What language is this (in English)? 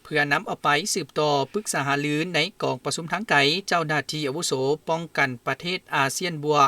Lao